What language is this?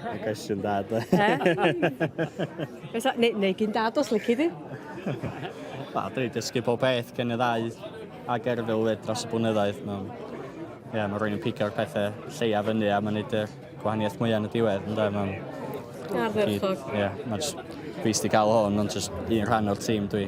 Welsh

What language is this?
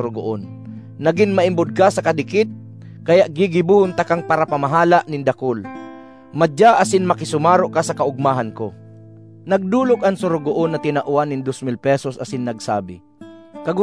Bikol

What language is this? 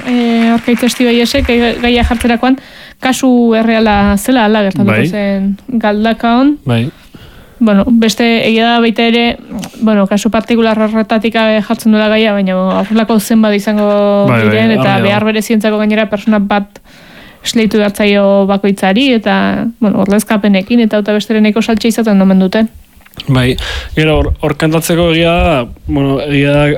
Basque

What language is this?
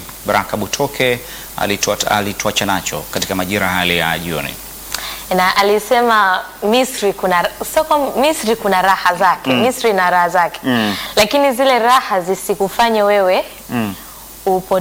Swahili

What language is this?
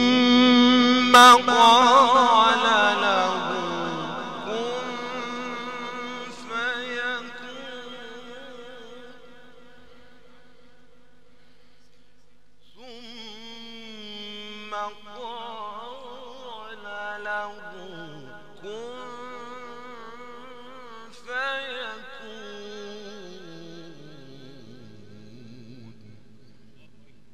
Arabic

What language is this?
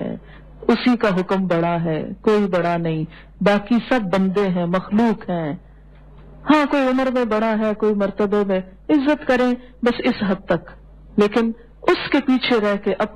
Urdu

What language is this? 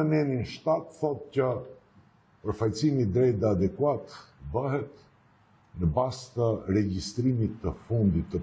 Albanian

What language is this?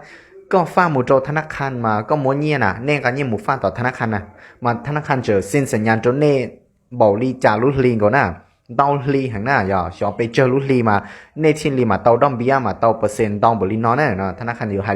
Hmong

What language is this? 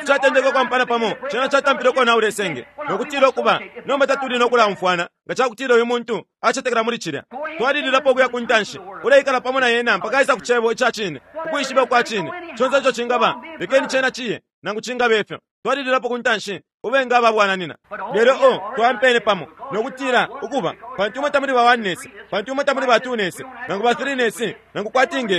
Bemba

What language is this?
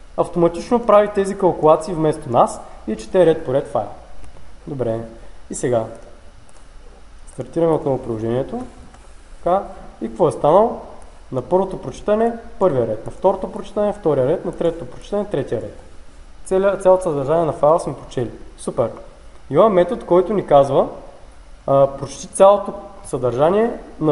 Bulgarian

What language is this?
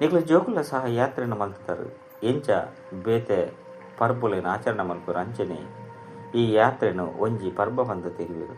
Tulu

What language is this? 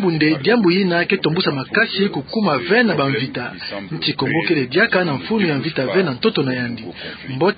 Kituba (Democratic Republic of Congo)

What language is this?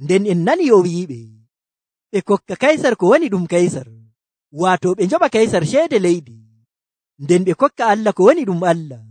Nigerian Fulfulde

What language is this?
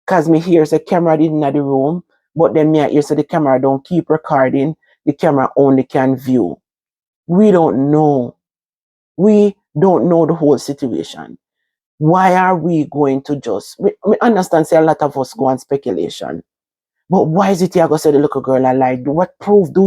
Jamaican Creole English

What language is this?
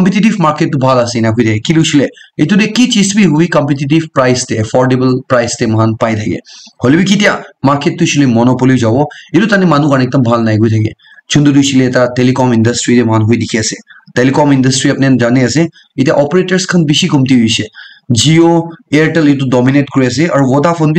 Naga Pidgin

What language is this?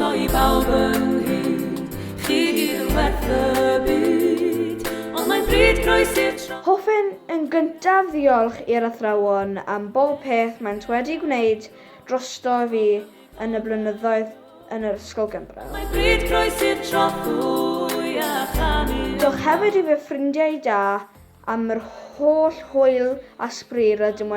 Welsh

